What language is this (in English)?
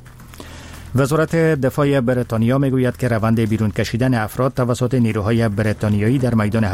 Persian